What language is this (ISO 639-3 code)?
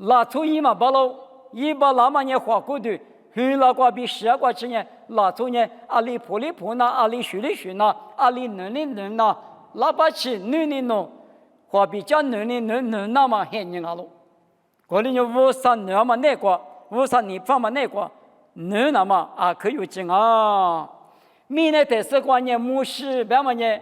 lis